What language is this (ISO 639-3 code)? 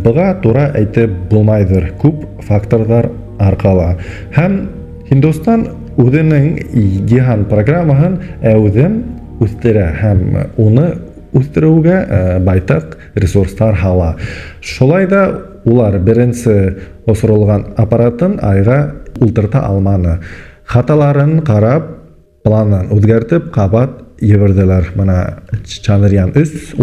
bak